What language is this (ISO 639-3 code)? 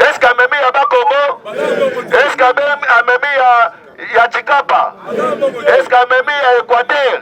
lin